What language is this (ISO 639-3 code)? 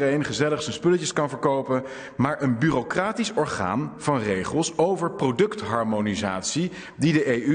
nld